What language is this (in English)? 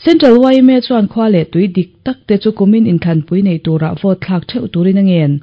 Mizo